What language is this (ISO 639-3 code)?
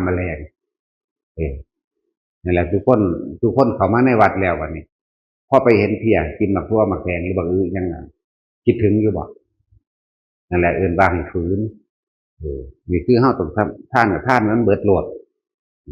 tts